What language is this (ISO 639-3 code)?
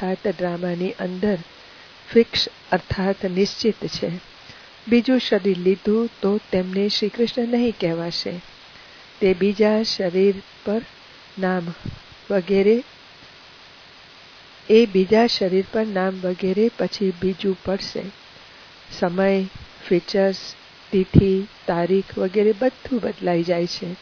guj